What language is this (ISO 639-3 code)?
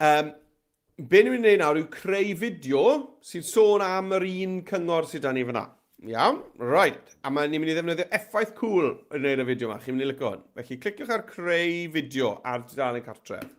cym